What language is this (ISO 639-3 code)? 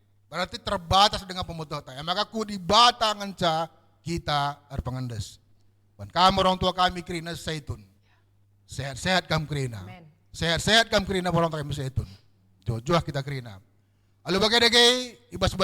btx